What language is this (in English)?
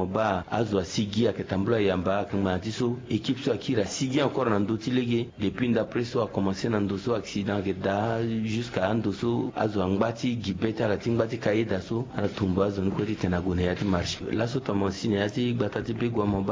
Sango